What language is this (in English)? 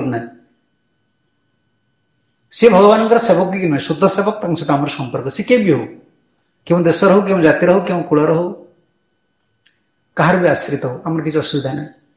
Odia